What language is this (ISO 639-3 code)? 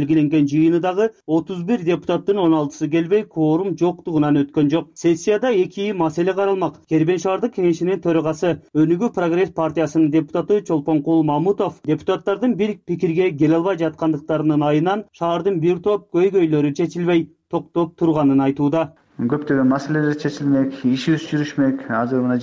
kir